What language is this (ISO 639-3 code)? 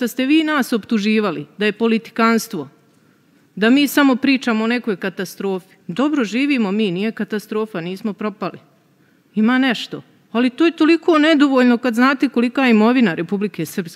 srp